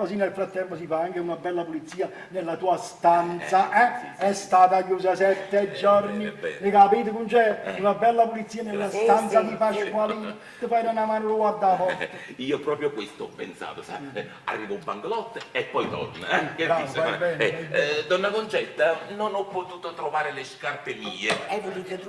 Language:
Neapolitan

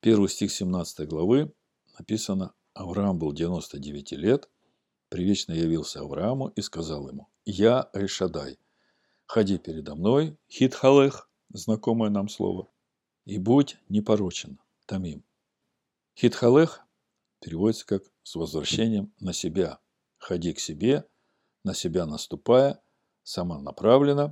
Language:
Russian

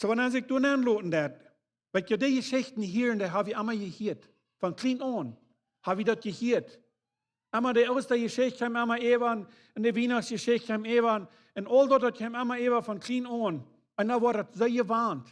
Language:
Plautdietsch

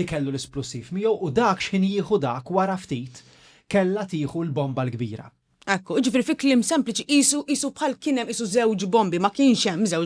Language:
Maltese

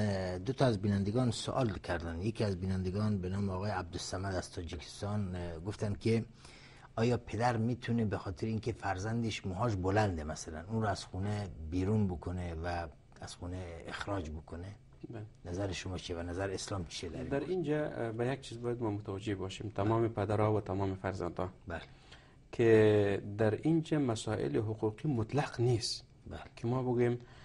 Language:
Persian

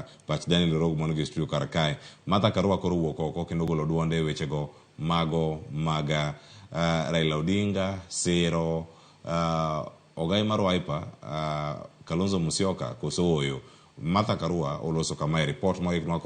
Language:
Luo (Kenya and Tanzania)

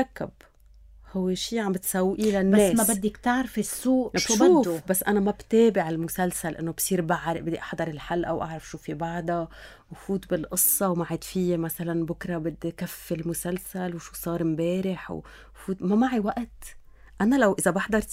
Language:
North Levantine Arabic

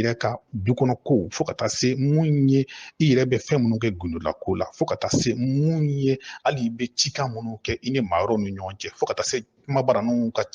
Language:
Bambara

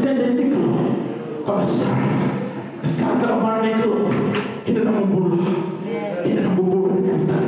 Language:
Fijian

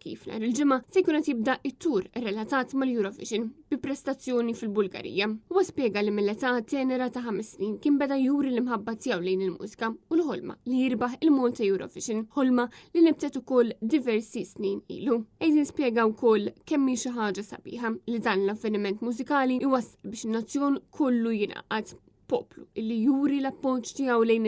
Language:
Maltese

